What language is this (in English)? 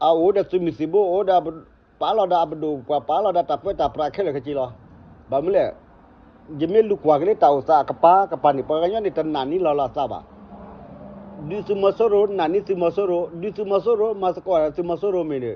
S'gaw Karen